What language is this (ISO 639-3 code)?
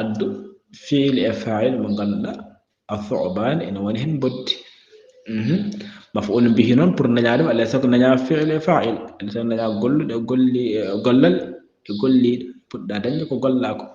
ful